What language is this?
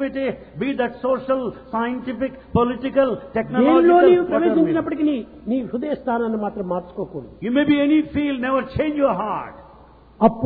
Telugu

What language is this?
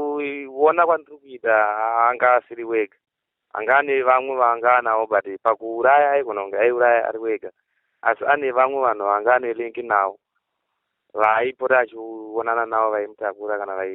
Shona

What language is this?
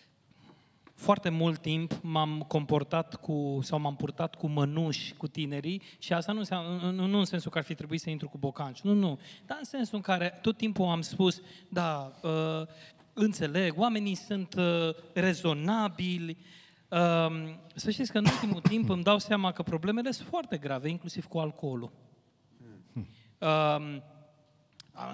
Romanian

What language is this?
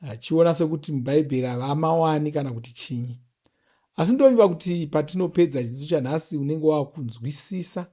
Shona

